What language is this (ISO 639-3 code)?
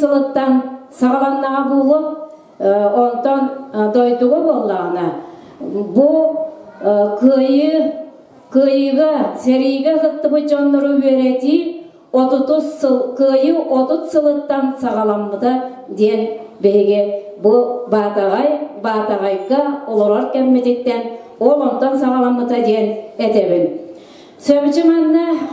sah